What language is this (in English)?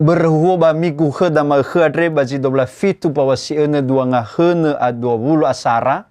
Nias